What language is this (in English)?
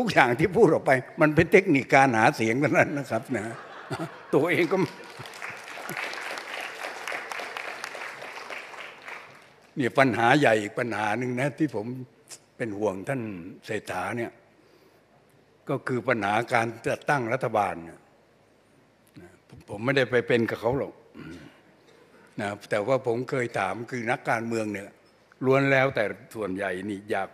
Thai